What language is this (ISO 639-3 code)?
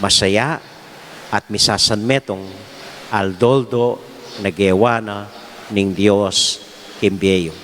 pam